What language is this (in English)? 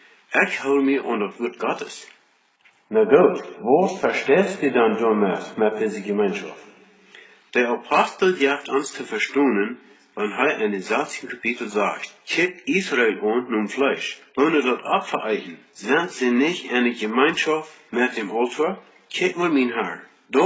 Plautdietsch